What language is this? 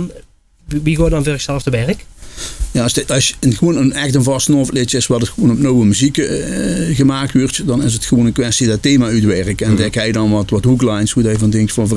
Limburgish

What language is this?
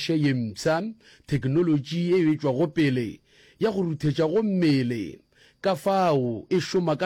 Northern Sotho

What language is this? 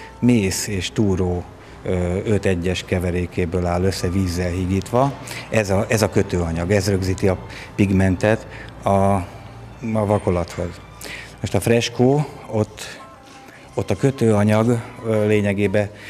Hungarian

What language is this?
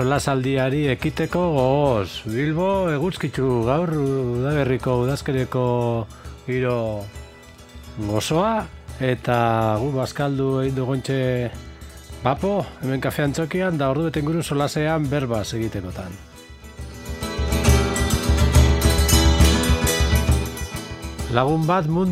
Basque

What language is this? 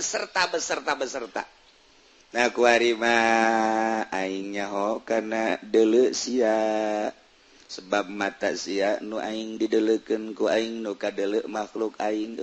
Sundanese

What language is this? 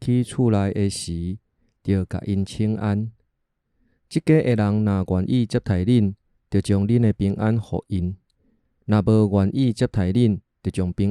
Min Nan Chinese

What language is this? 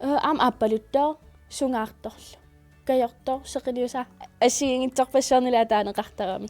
Kalaallisut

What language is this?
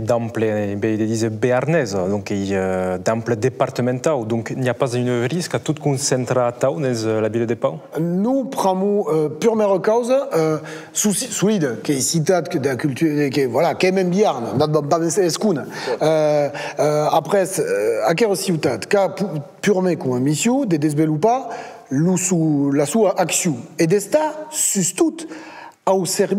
Occitan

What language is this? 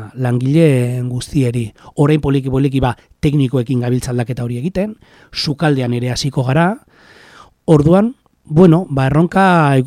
Basque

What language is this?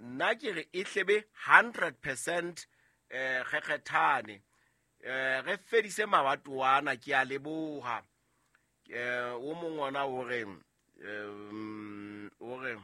Southern Sotho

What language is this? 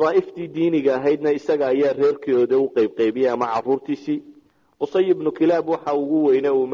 Somali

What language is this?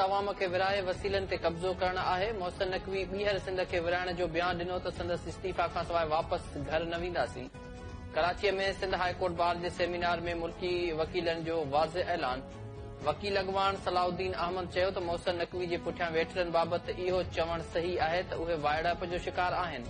Sindhi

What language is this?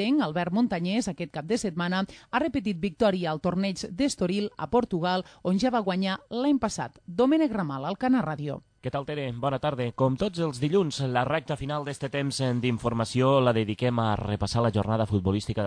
Catalan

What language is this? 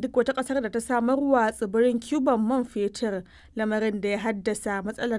Hausa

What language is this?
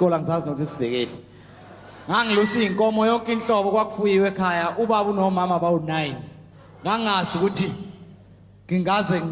Zulu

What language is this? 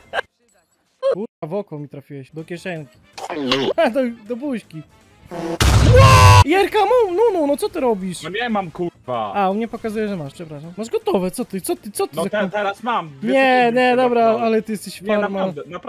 Polish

